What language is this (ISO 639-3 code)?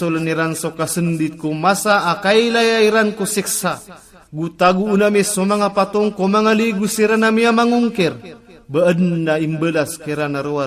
ilp